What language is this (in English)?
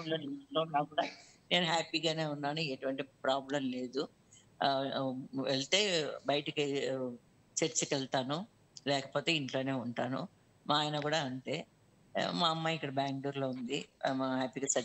Telugu